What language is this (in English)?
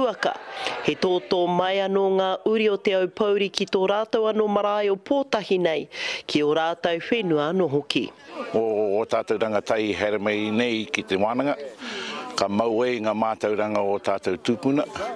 Māori